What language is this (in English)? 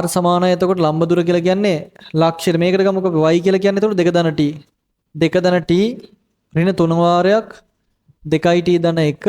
Sinhala